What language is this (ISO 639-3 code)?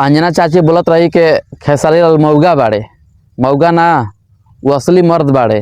bho